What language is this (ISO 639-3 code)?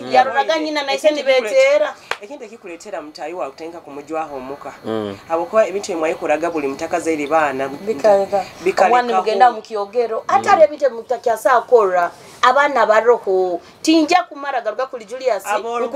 nyo